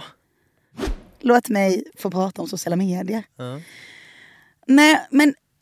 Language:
Swedish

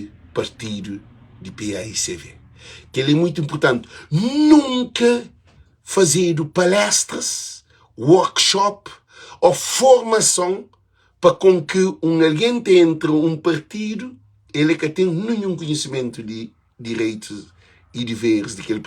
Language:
Kabuverdianu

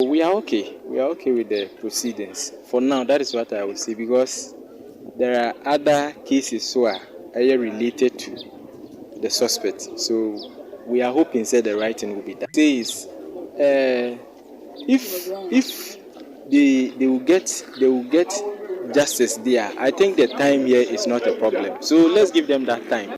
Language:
Akan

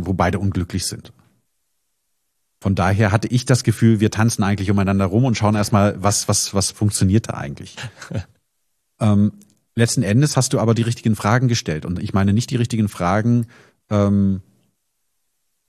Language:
German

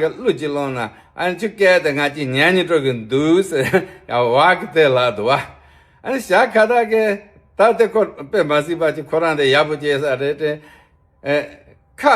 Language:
Tibetan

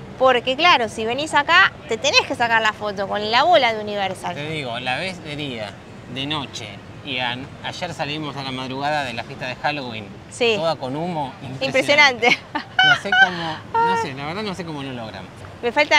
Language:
Spanish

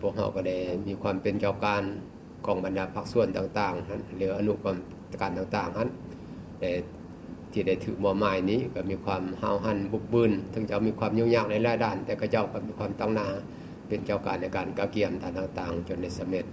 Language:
Lao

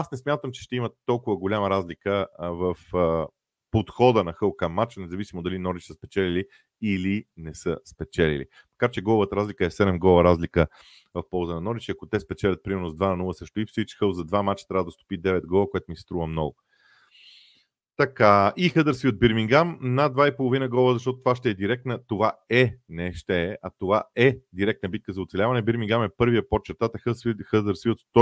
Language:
Bulgarian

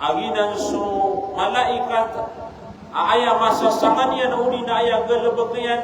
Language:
Maranao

